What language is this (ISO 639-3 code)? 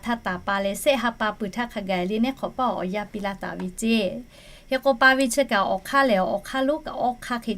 lhu